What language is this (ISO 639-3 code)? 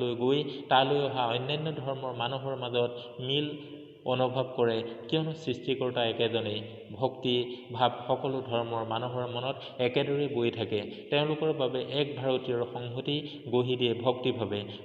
asm